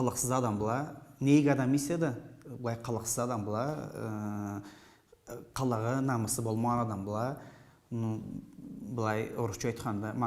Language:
Karachay-Balkar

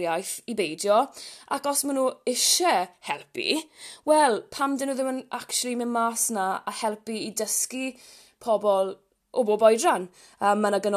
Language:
Welsh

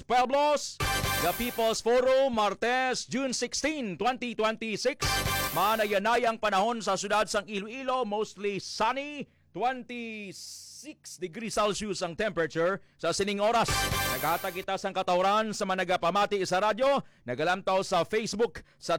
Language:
Hiligaynon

